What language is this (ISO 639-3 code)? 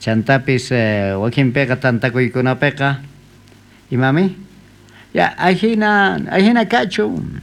quh